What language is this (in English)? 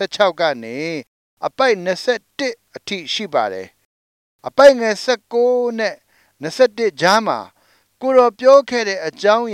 Burmese